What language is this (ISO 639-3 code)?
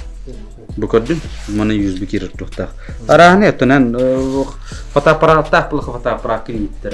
sah